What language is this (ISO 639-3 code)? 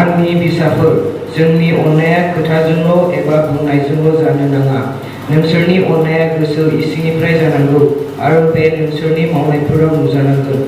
brx